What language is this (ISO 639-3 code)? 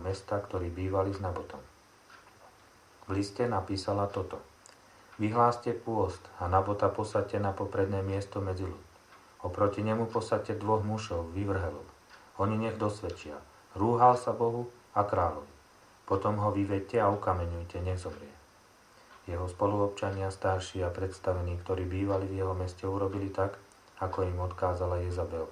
slk